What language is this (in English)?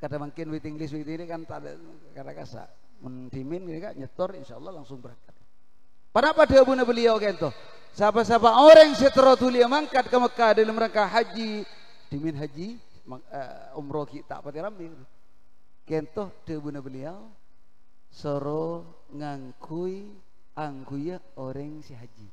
Madurese